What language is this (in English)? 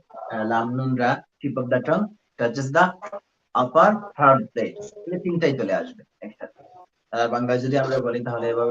Sylheti